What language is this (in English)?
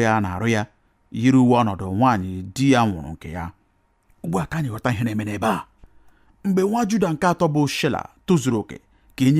Igbo